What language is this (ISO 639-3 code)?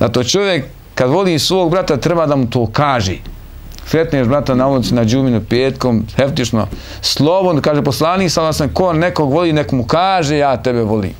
bos